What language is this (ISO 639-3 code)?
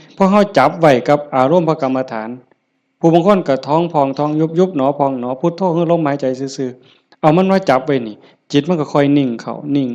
tts